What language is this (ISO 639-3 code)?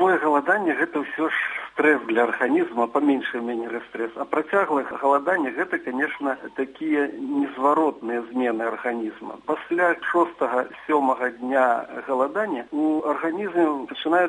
bel